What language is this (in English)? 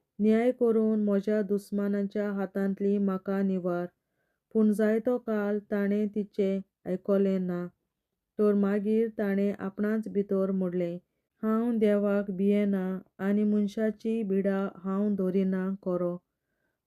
Konkani